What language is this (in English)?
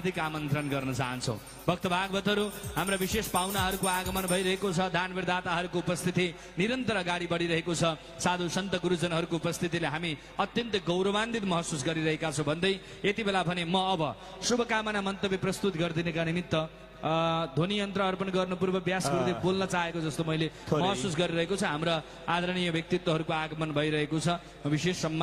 Nepali